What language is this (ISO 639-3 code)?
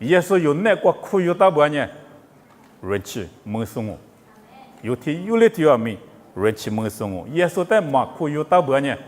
lis